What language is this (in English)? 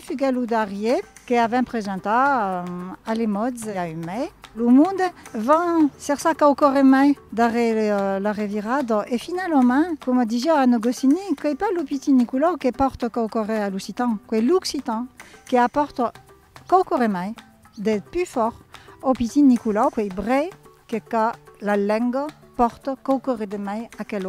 Occitan